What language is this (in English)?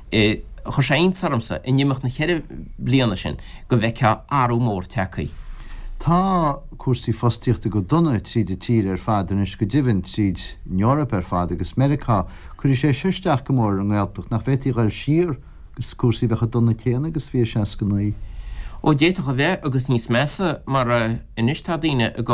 Irish